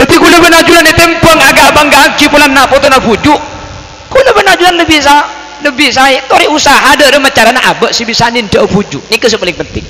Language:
Madurese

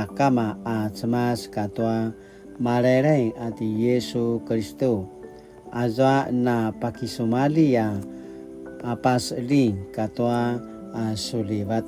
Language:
Paiwan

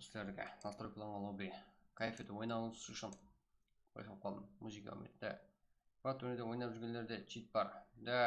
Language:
Kara-Kalpak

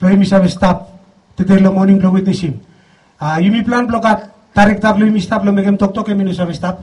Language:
Bislama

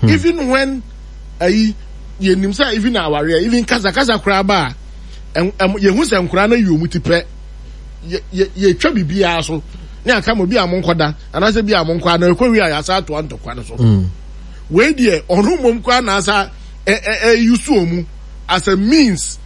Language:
Akan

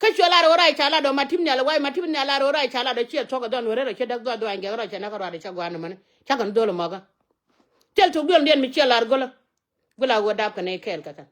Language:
Nuer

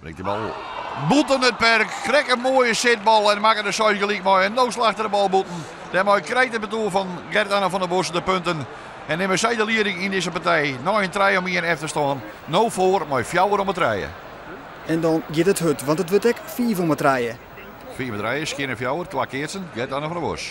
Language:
Western Frisian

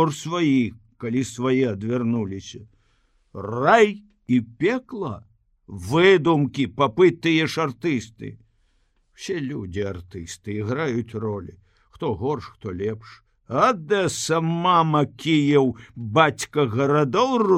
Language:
Belarusian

